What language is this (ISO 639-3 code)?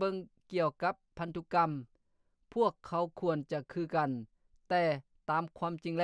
lao